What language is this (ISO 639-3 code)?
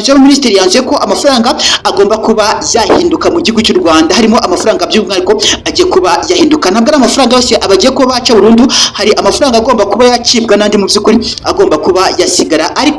kin